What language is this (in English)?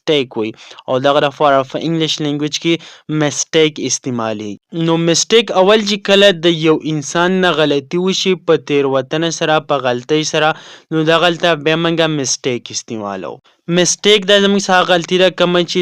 Pashto